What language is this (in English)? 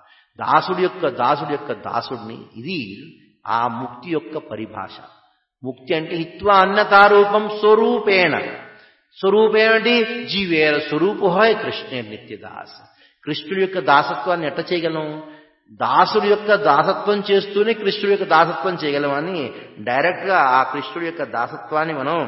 Telugu